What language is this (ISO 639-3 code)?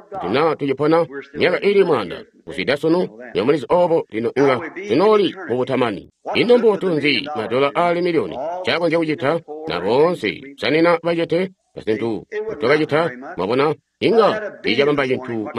toi